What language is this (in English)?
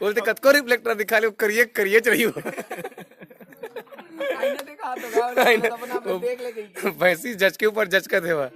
Chhattisgarhi